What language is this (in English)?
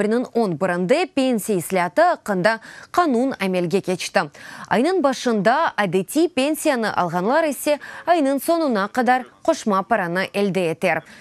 Crimean Tatar